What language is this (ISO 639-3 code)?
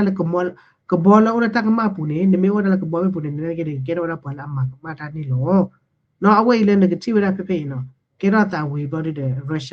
ksw